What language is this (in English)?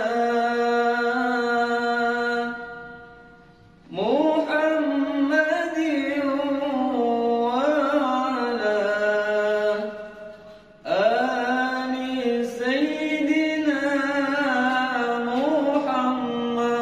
Arabic